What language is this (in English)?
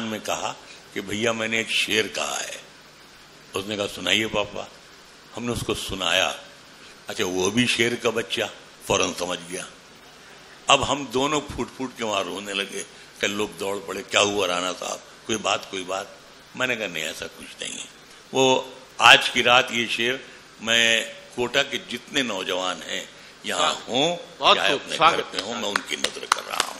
Urdu